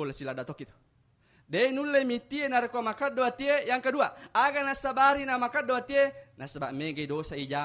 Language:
Buginese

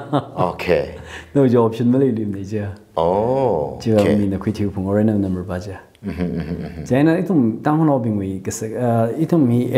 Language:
Tangkhul Naga (India)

